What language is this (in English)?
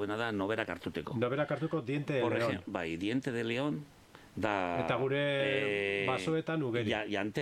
Basque